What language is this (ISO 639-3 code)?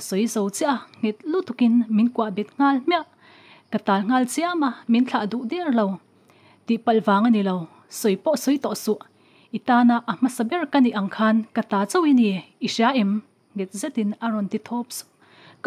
lus